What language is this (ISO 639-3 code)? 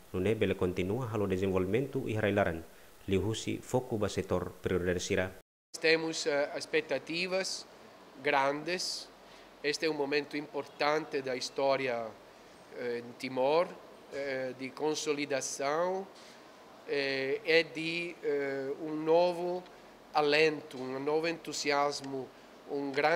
tet